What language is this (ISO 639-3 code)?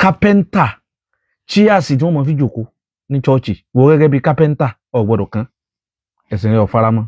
yor